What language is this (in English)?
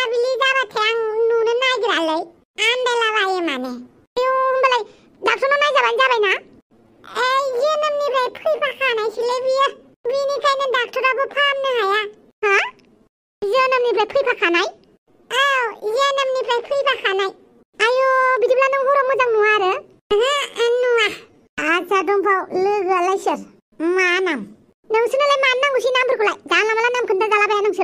Bodo